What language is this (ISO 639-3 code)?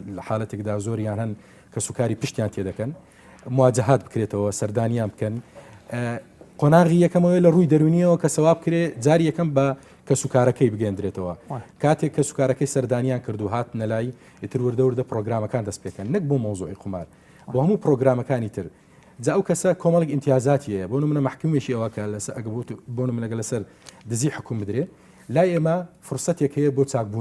ckb